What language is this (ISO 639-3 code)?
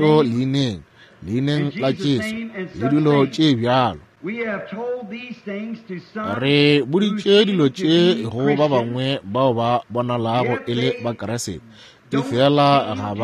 nso